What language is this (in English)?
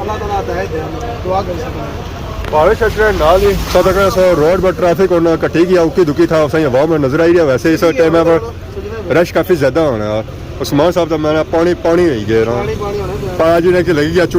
Pahari-Potwari